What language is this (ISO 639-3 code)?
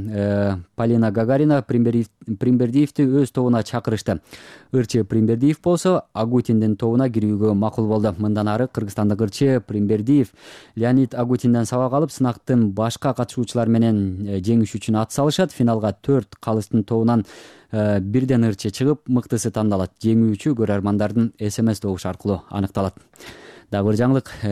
kir